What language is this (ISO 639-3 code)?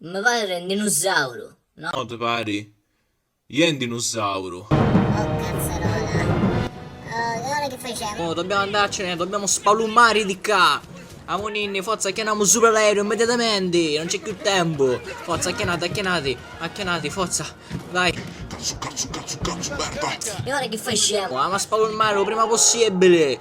scn